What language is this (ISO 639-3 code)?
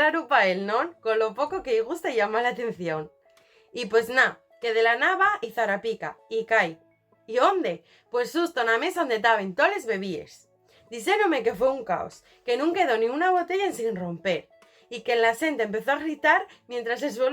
ast